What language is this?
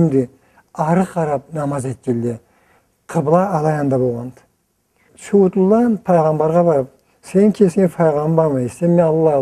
Karachay-Balkar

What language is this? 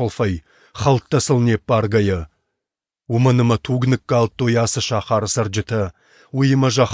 Ossetic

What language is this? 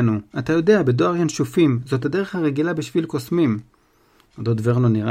Hebrew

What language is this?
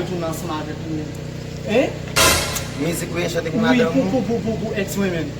Haitian Creole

